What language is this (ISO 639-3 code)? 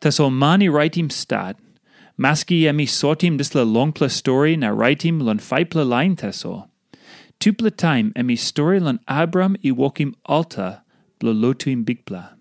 tpi